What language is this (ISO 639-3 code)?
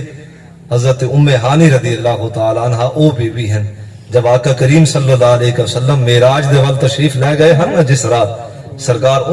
skr